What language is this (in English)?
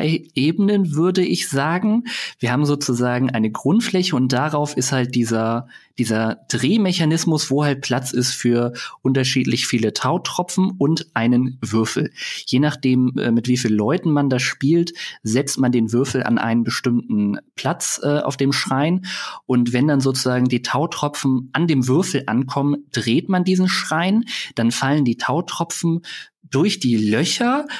German